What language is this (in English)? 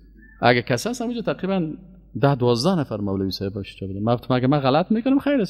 Persian